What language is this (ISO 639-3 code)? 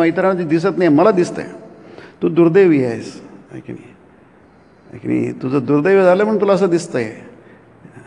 mar